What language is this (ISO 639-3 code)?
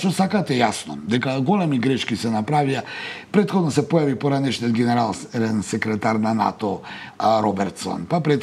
mkd